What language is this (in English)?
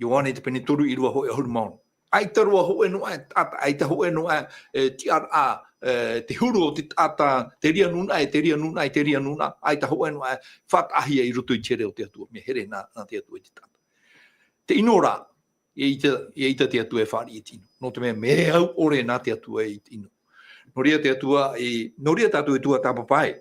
Tahitian